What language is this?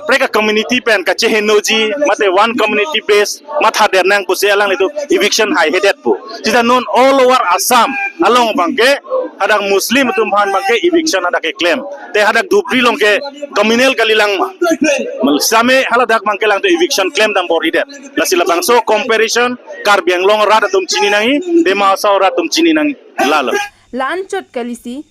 Karbi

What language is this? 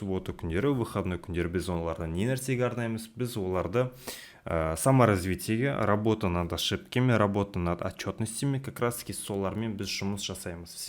Kazakh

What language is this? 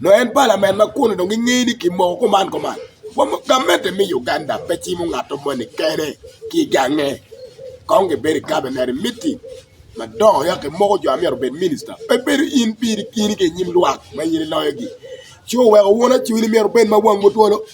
Acoli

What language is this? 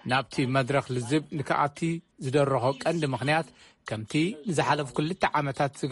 Tigrinya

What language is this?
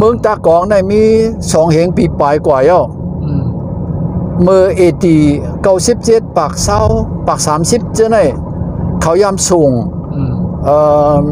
Shan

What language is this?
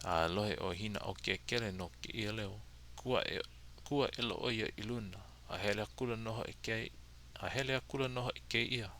Hawaiian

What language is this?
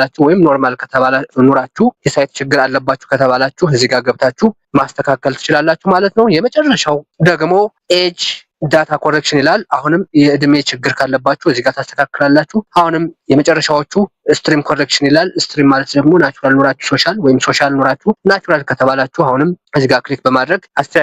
Amharic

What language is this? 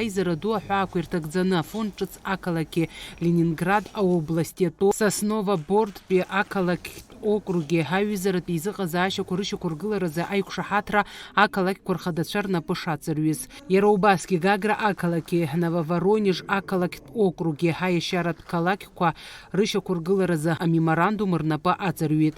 Abkhazian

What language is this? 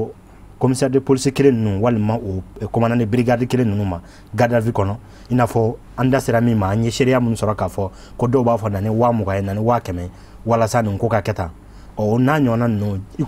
Bambara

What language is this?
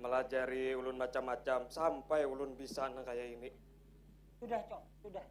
Banjar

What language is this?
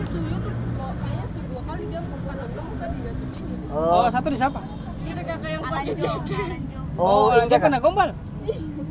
Ambonese Malay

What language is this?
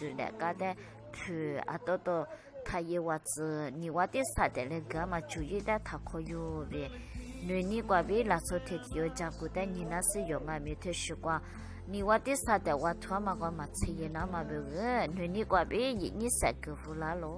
Lisu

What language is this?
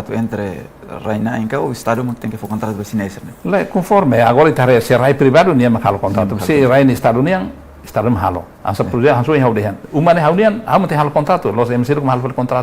Tetum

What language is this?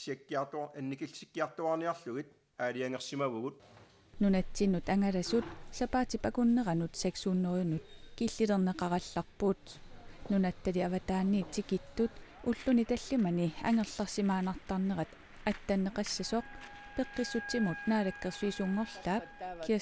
Kalaallisut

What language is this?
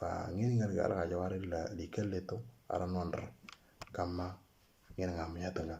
Moro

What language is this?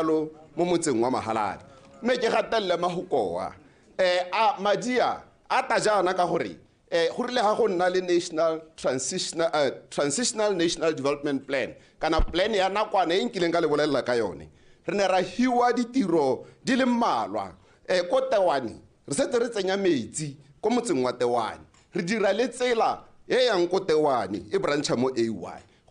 Tswana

